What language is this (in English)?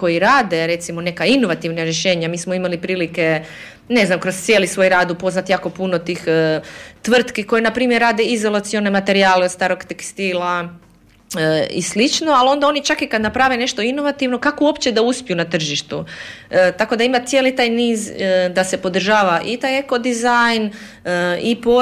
Croatian